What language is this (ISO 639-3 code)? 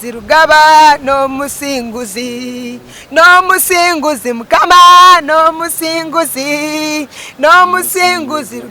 nyn